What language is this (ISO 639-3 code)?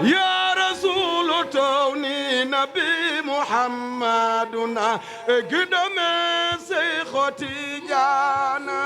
ful